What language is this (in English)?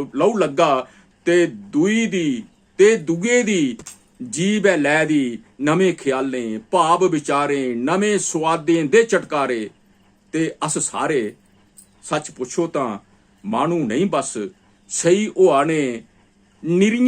Dogri